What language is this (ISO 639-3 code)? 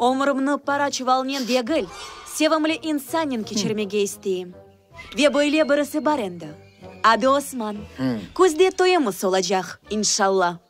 crh